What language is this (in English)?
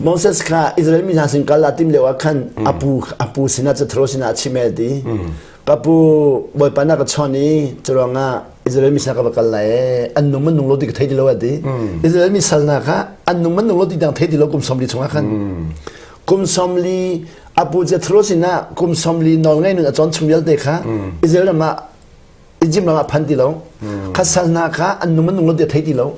Hakha Chin